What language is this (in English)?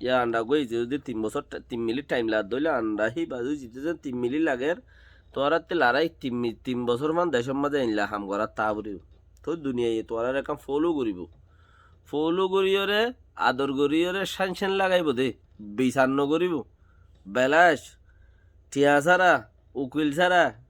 Rohingya